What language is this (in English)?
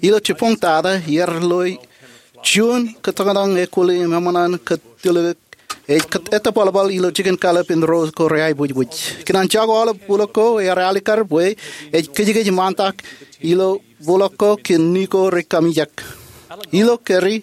Marshallese